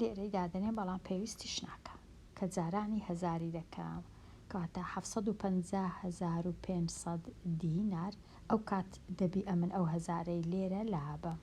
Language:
Central Kurdish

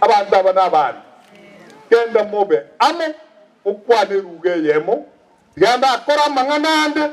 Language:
Gusii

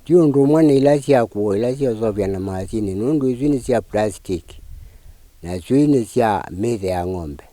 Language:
Kamba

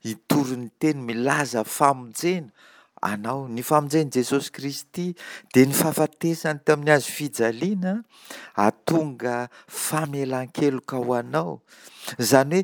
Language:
Malagasy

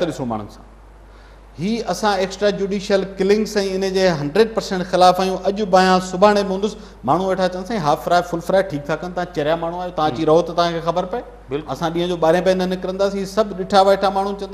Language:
Sindhi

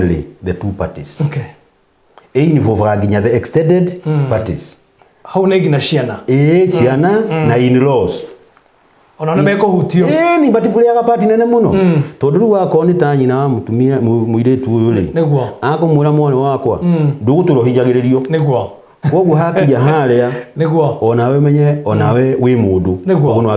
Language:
Kikuyu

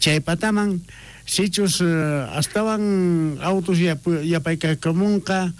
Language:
South Bolivian Quechua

